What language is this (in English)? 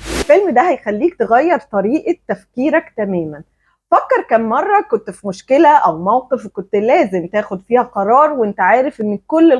Egyptian Arabic